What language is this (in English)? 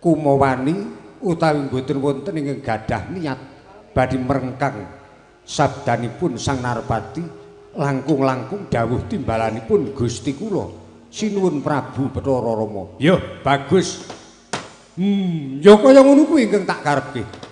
Javanese